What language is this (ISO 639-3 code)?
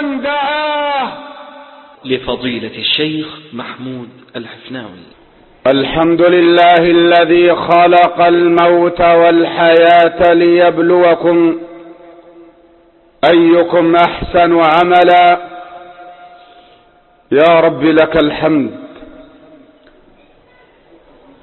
ara